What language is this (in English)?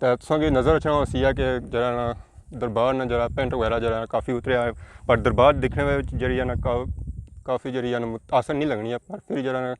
Pahari-Potwari